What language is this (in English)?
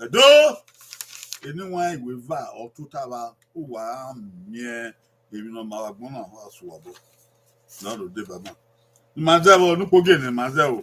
Bini